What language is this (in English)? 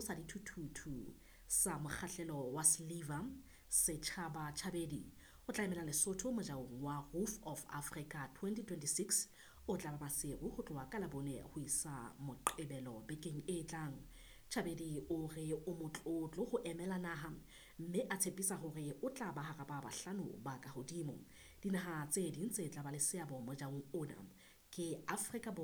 Southern Sotho